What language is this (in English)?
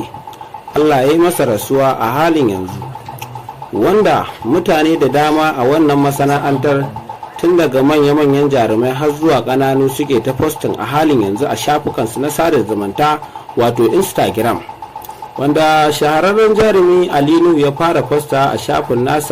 Hausa